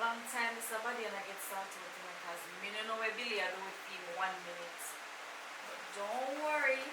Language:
Jamaican Creole English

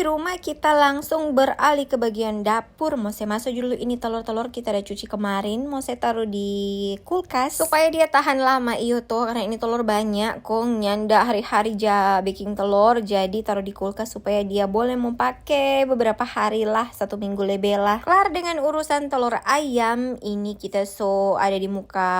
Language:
Manado Malay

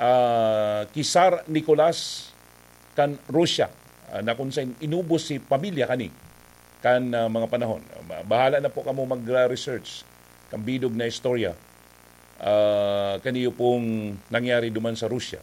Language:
Bikol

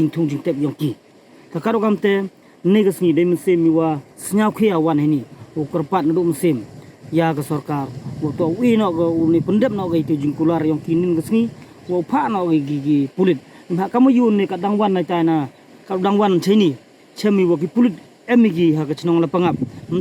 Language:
Pnar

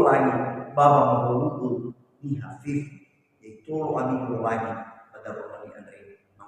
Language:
Nias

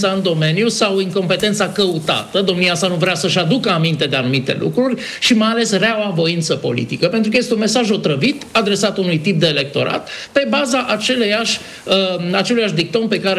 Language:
Romanian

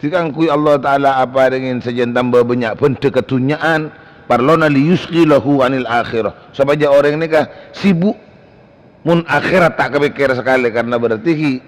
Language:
Madurese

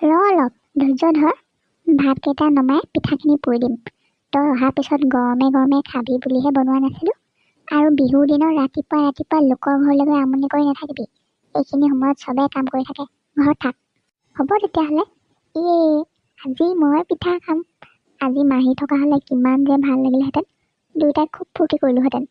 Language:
Assamese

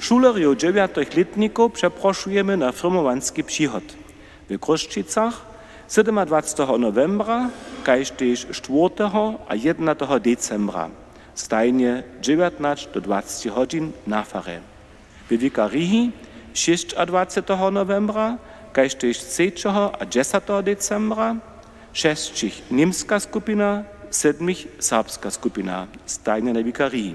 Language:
Upper Sorbian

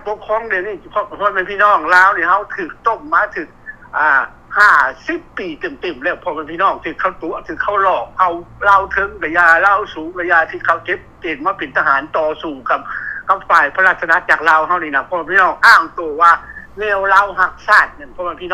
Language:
Lao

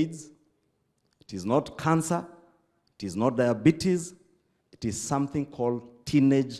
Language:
Gusii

